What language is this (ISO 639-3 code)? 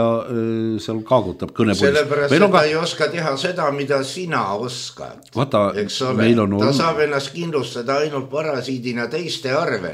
est